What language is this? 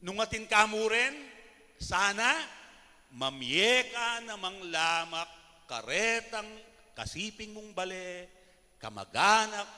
Pampanga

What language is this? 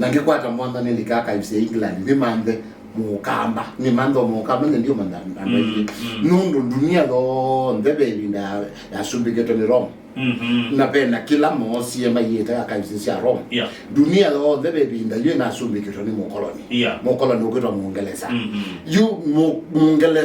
Kamba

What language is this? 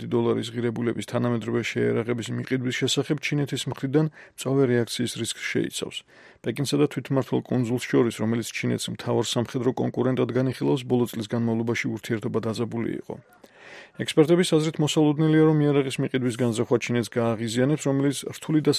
Georgian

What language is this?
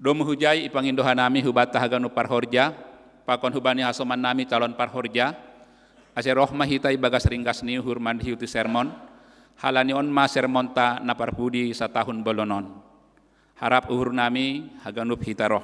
Batak Simalungun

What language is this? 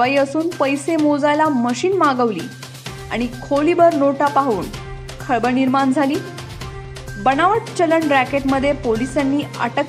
Marathi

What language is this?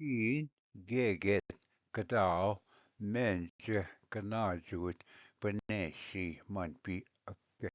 Ojibwa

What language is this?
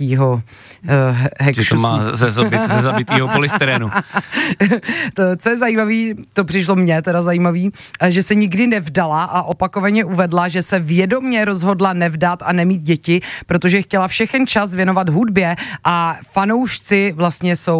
Czech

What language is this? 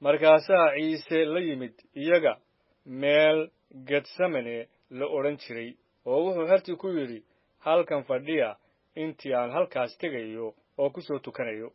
Somali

